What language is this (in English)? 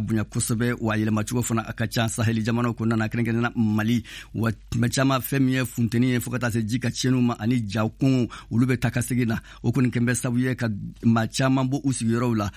Bambara